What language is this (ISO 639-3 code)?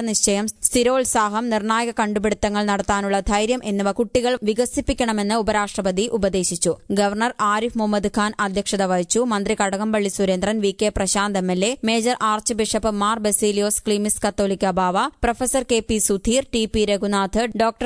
mal